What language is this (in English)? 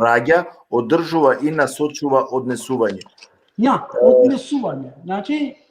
Balkan Romani